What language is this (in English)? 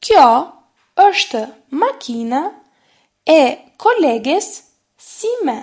Albanian